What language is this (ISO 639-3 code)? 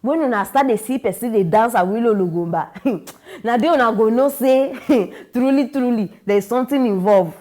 pcm